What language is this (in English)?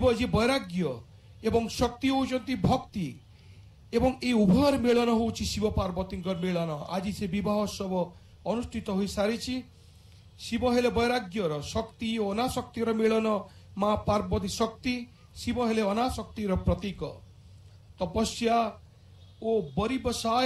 Odia